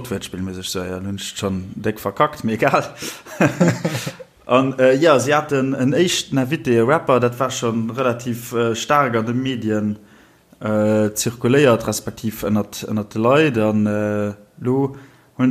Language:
Luxembourgish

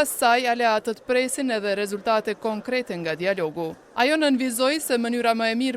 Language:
Albanian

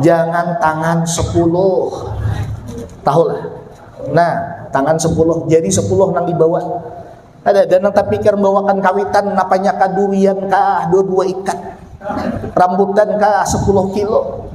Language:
Banjar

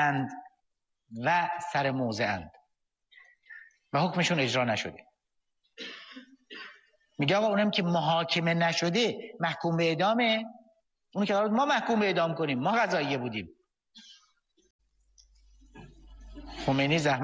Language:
Persian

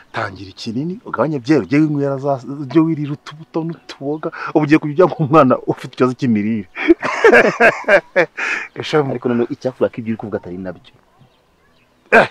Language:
Kinyarwanda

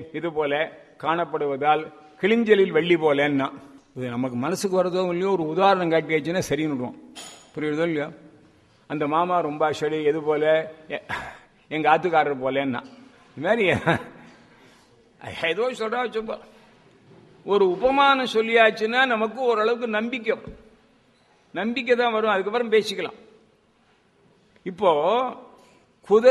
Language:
Tamil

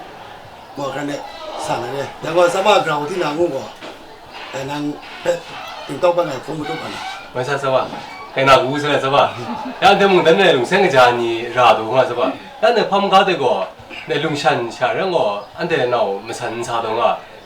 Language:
Kachin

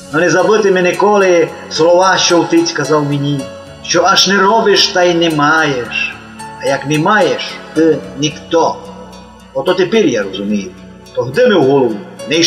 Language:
Rusyn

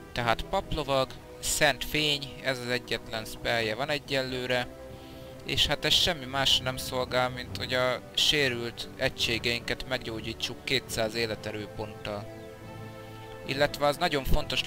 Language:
Hungarian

